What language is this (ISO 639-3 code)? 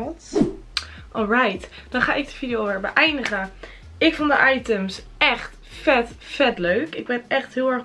nld